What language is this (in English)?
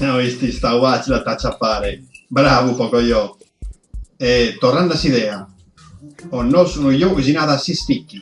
Sardinian